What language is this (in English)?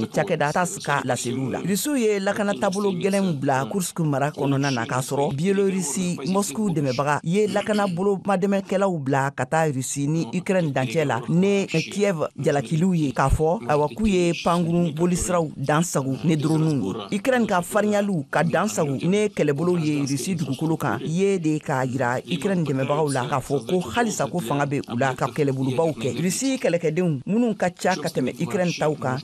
Bambara